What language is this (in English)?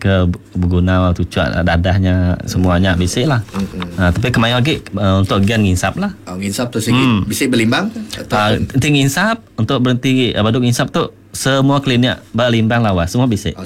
Iban